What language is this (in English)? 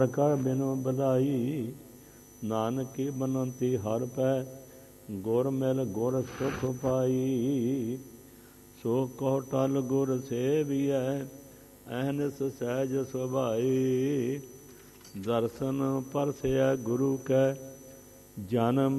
Punjabi